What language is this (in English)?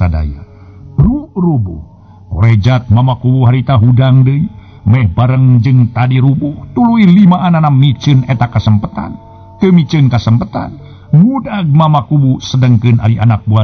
Sundanese